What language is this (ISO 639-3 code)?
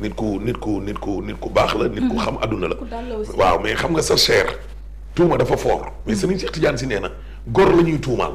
wol